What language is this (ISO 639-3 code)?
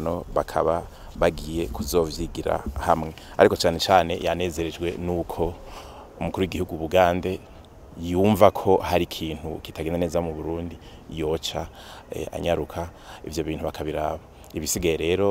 run